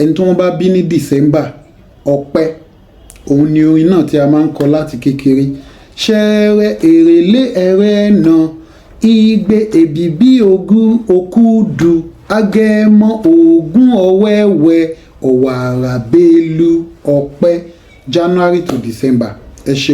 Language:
Yoruba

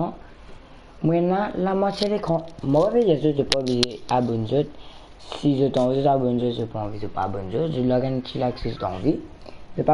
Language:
Morisyen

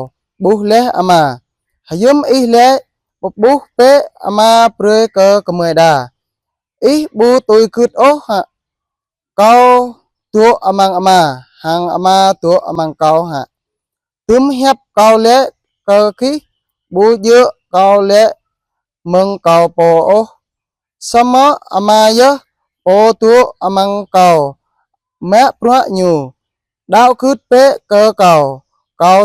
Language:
Jarai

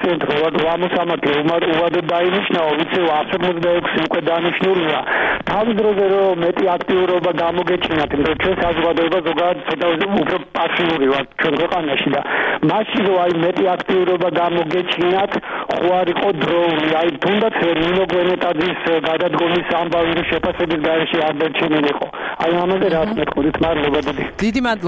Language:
Georgian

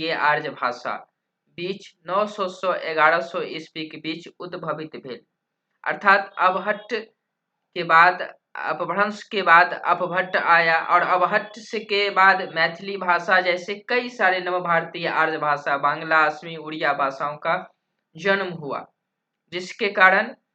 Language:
Maithili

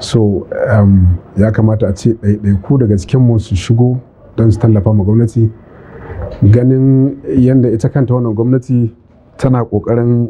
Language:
Hausa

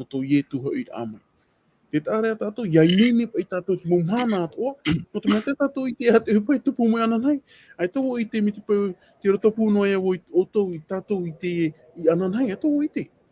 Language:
Tahitian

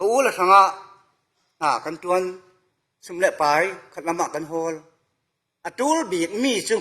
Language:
Falam Chin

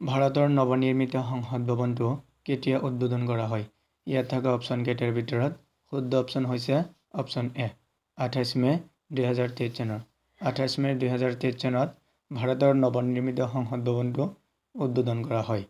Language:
Assamese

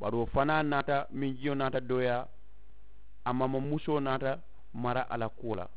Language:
Mandingo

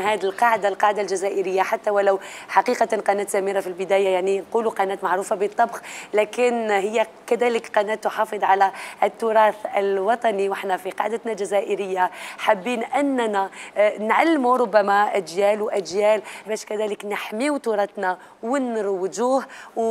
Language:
Algerian Arabic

